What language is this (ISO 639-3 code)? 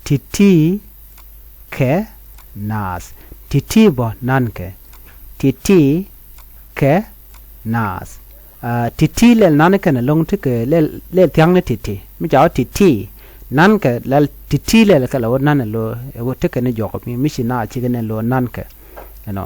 nus